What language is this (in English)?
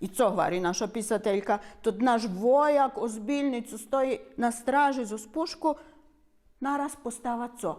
Rusyn